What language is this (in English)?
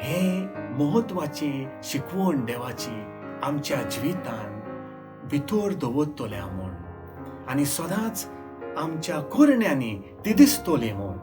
Konkani